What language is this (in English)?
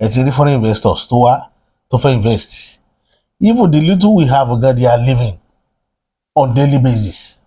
Yoruba